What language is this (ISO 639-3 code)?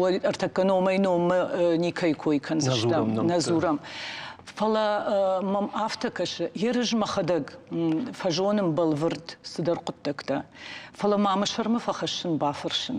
oss